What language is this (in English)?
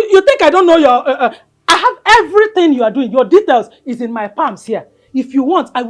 Nigerian Pidgin